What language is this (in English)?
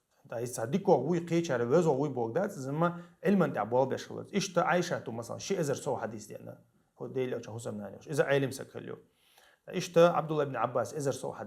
Chechen